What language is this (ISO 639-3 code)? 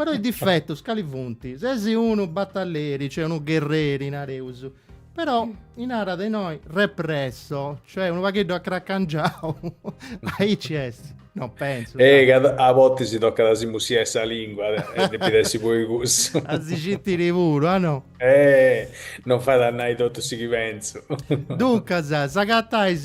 srd